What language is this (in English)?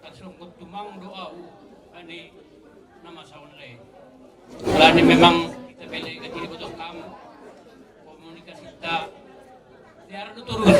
Batak Simalungun